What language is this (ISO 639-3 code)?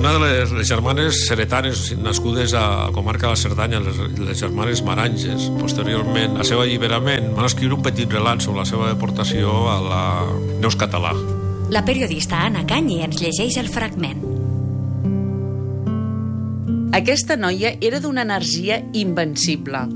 cat